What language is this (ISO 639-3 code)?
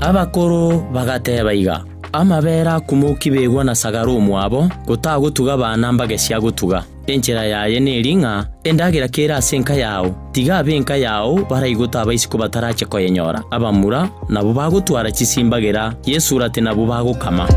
guz